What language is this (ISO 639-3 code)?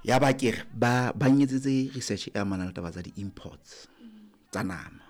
sot